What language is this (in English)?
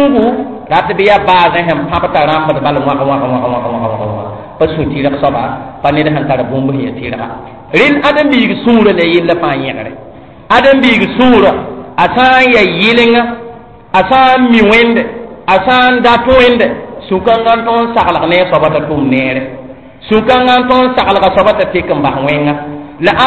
Mossi